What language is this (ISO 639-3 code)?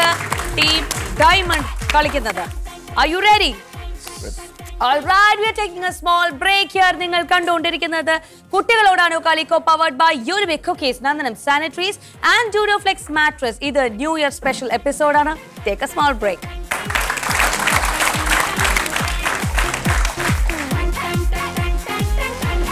mal